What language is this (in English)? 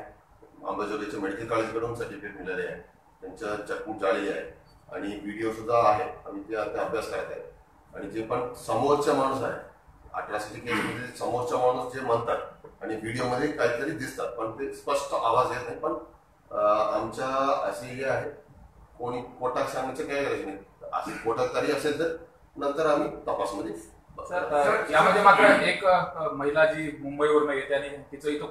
Marathi